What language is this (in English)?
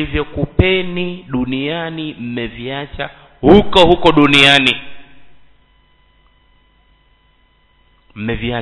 Swahili